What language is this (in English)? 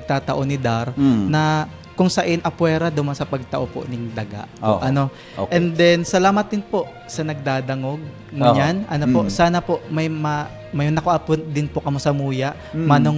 Bikol